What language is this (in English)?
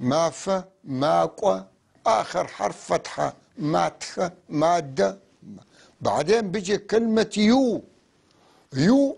North Levantine Arabic